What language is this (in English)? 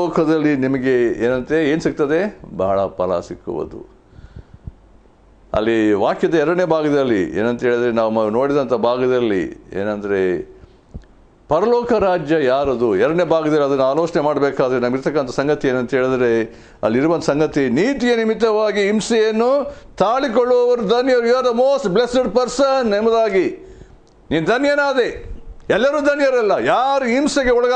Kannada